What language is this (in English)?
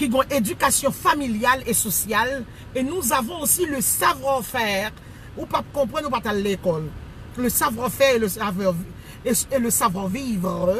Haitian Creole